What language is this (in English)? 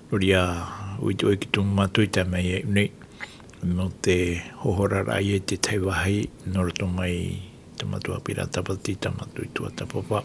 Tahitian